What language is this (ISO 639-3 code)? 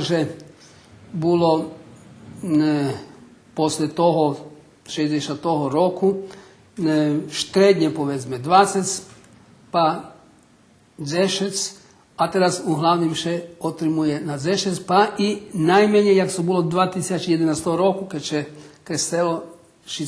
rue